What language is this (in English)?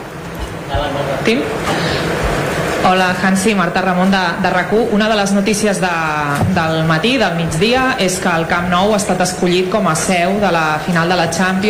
Catalan